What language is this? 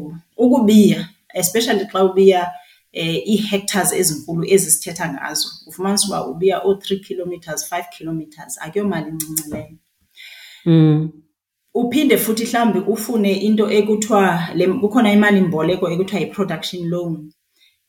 Xhosa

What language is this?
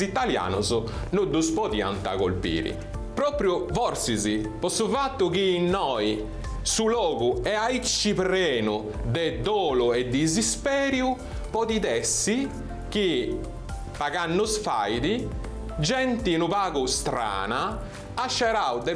Sardinian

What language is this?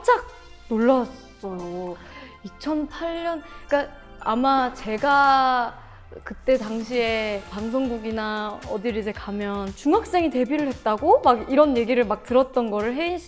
Korean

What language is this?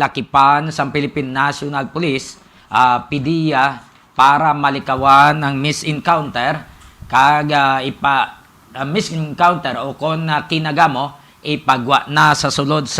Hiligaynon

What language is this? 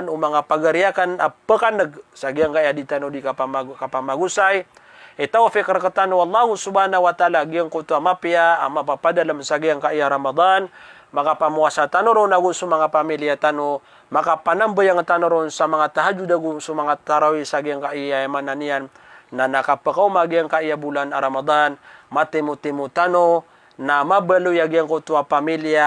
Maranao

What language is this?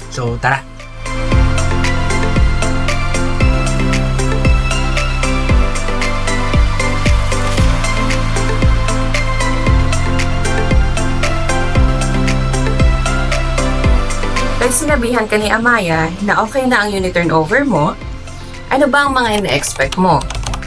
Filipino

